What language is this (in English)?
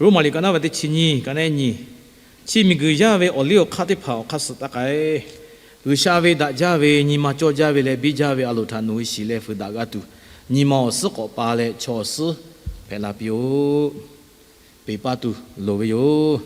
Lahu